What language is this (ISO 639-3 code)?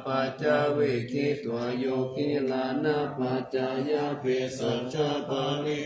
pli